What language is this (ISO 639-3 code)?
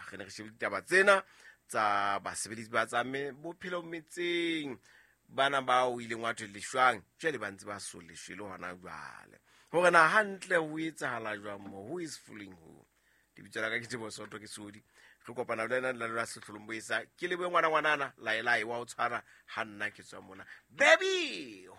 sot